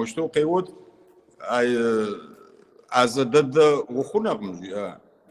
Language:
Kabardian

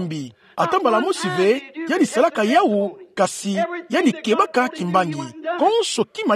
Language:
Kituba (Democratic Republic of Congo)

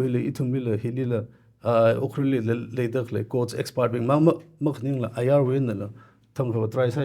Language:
Tangkhul Naga (India)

